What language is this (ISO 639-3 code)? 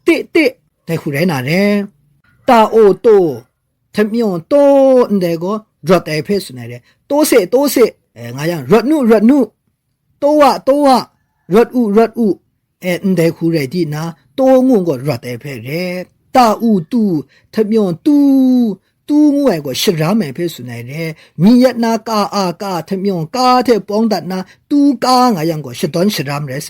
kac